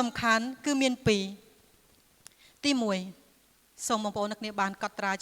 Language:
Khmer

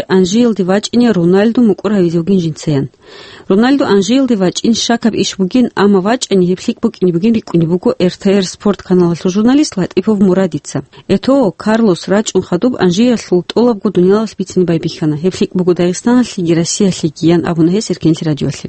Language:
Avaric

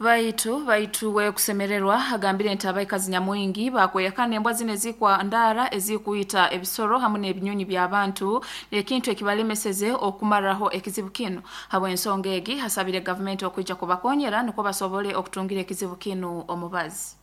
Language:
Nyoro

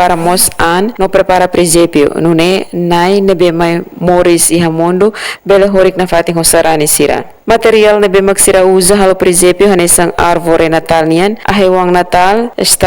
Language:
Tetum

